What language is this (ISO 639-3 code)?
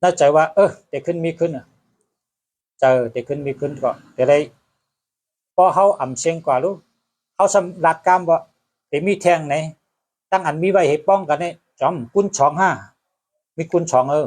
shn